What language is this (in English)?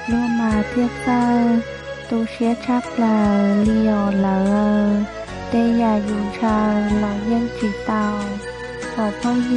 Hmong